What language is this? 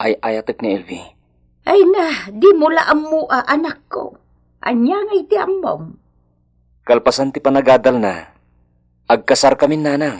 Iloko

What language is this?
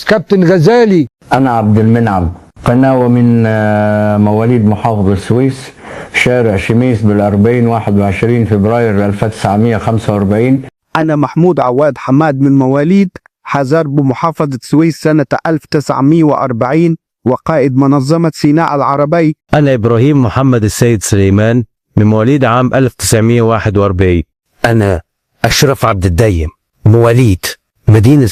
Egyptian Arabic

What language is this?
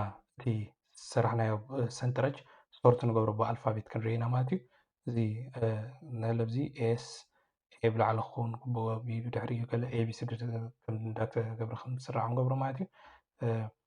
Tigrinya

